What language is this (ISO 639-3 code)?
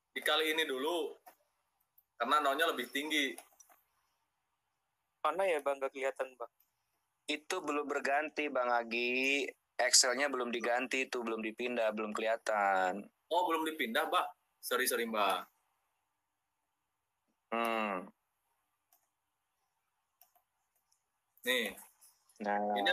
ind